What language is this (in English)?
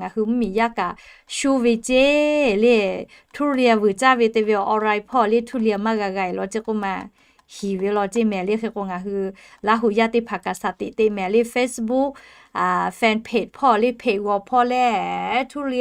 Lahu